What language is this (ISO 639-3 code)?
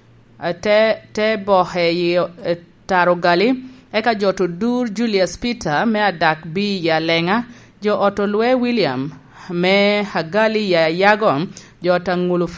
laj